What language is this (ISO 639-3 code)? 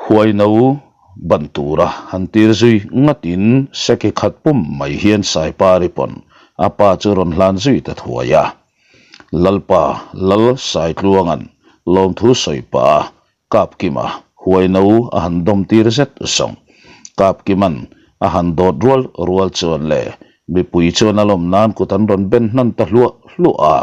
lus